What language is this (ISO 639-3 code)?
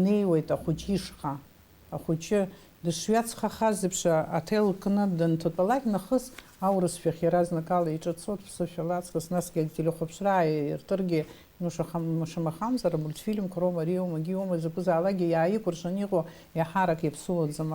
abk